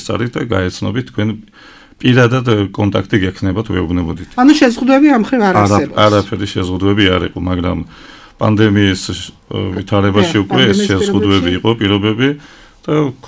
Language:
Georgian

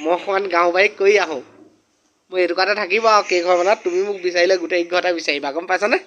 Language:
Assamese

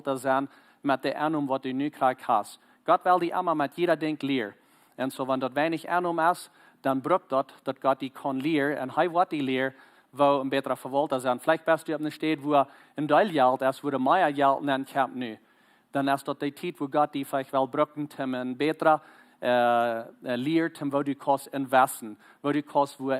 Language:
Plautdietsch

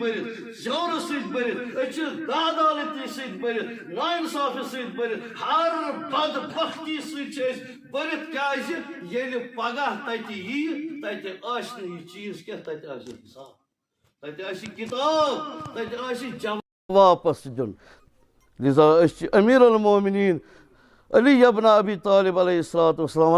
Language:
Kashmiri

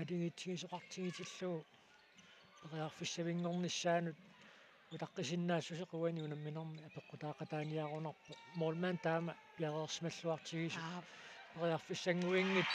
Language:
Kalaallisut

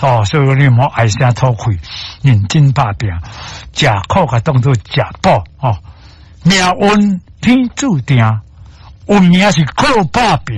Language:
Min Nan Chinese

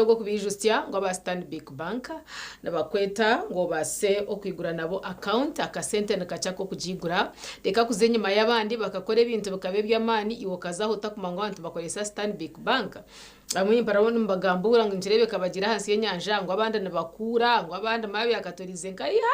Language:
Nyankole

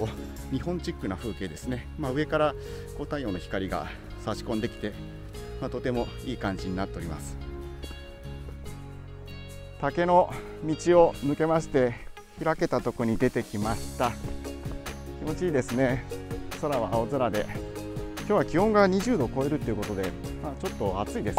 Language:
Japanese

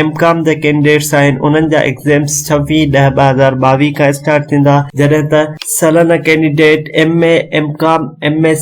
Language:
Sindhi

